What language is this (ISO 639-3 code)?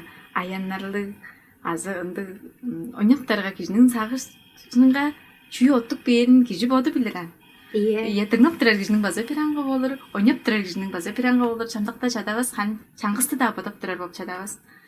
tyv